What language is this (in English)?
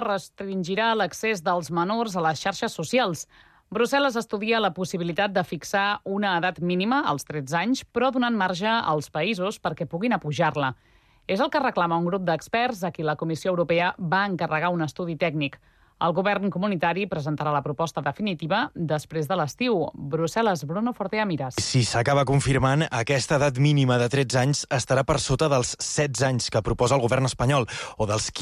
Catalan